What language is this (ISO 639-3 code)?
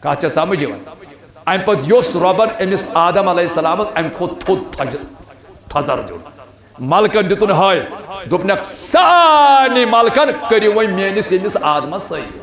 kas